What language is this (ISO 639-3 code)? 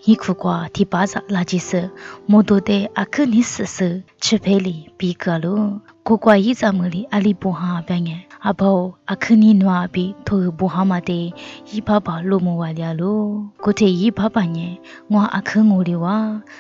lis